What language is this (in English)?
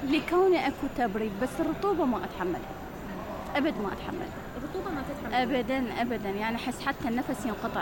Mesopotamian Arabic